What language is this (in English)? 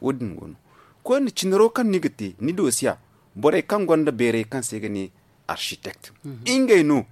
Zarma